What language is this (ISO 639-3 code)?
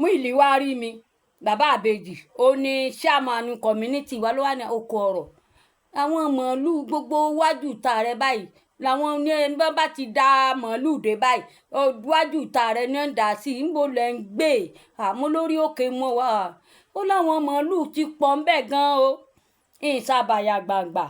yor